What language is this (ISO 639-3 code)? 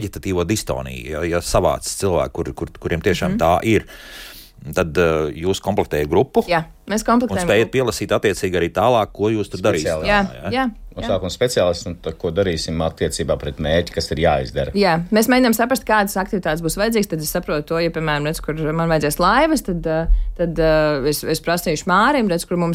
lav